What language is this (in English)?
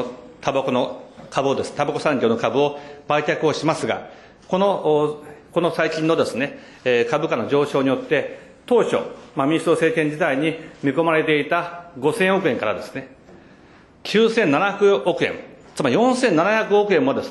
Japanese